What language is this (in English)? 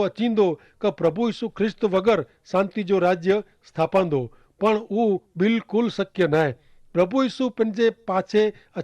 Kachhi